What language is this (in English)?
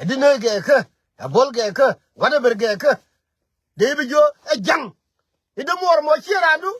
Nuer